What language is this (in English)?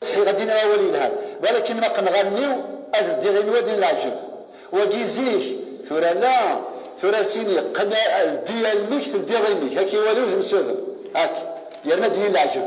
Kabyle